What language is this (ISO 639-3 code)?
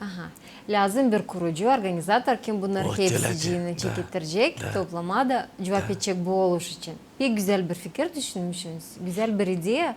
gag